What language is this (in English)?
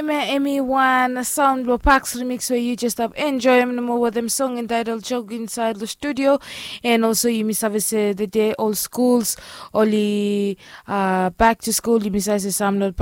Bislama